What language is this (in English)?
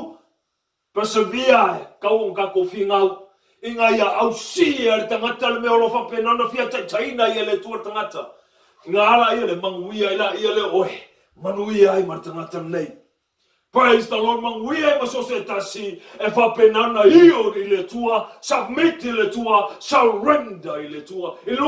Samoan